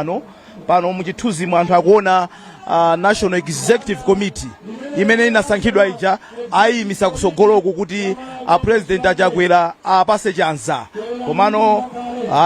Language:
Nyanja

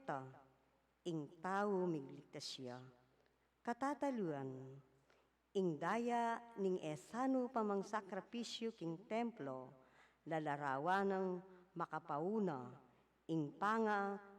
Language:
Pampanga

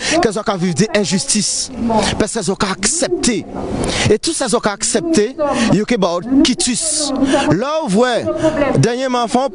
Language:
Guadeloupean Creole French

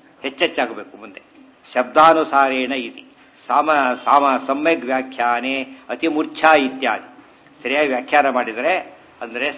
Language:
Kannada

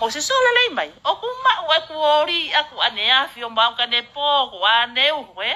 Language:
Tongan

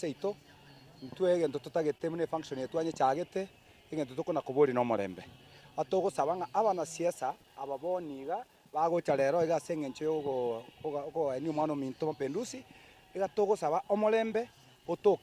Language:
Gusii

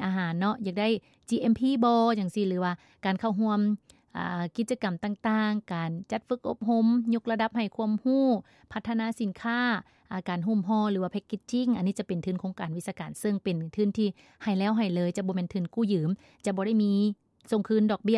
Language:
Lao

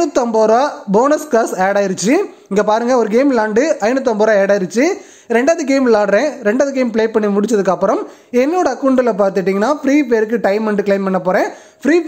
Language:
Tamil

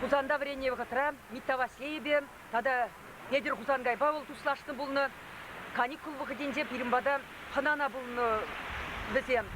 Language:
Chuvash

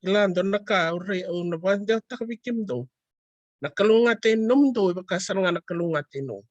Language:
Fijian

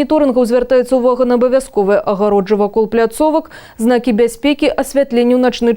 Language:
Belarusian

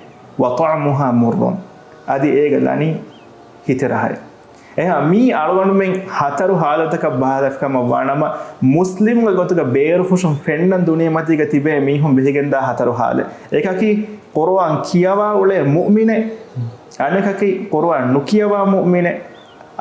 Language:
Divehi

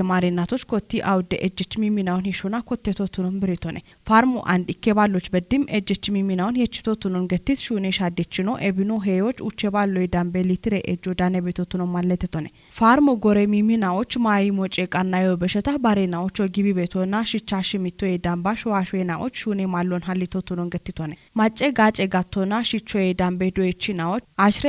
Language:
Kafa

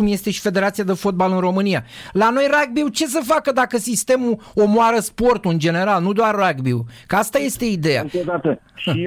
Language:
Romanian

